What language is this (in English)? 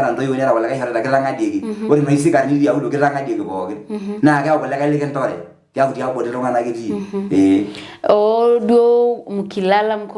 Masai